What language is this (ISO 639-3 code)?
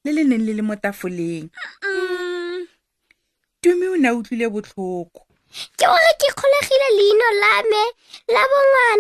tsn